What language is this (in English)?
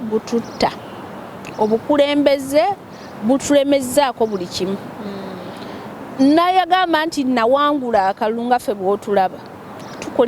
Ganda